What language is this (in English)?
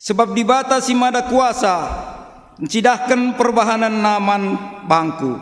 Batak Karo